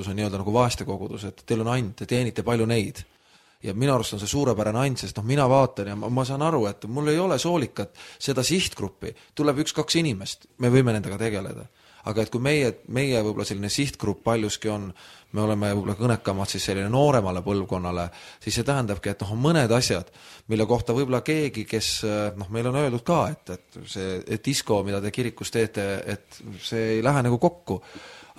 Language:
Estonian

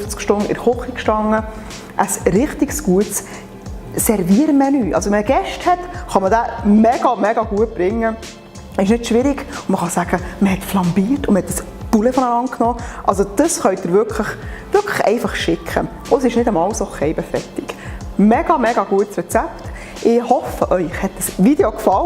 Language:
Swiss German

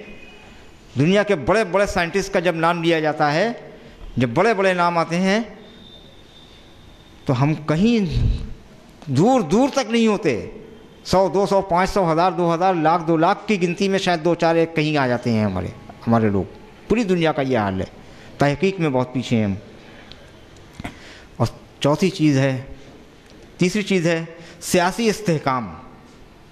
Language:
Urdu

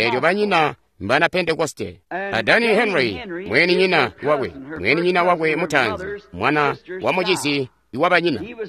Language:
Tonga (Zambia)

